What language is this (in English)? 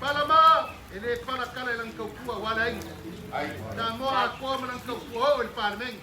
Samoan